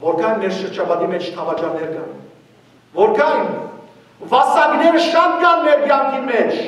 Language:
Western Armenian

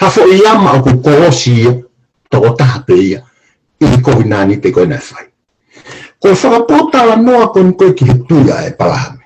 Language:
Tongan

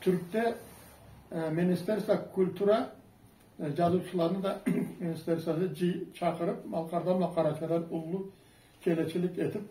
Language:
Karachay-Balkar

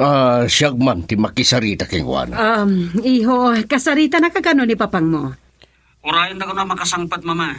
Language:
Iloko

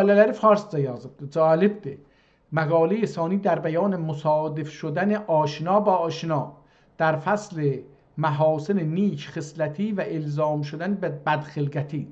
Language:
South Azerbaijani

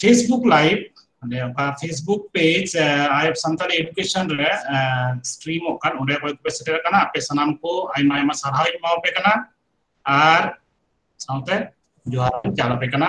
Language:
Santali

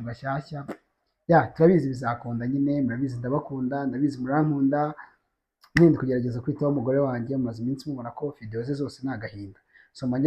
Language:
Kinyarwanda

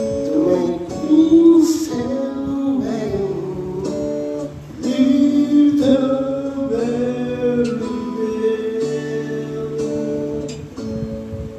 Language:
English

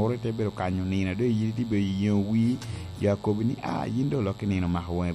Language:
Lango (Uganda)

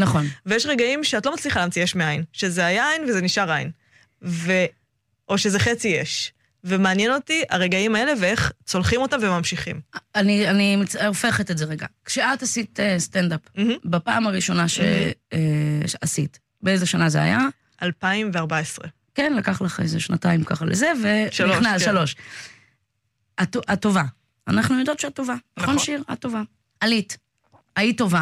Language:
Hebrew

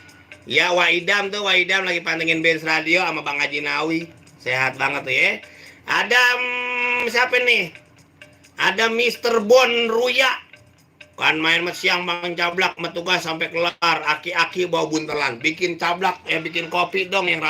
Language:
Betawi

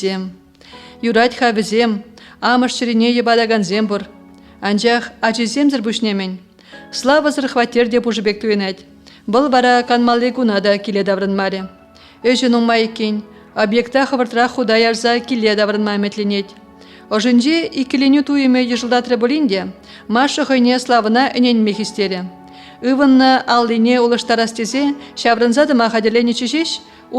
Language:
Chuvash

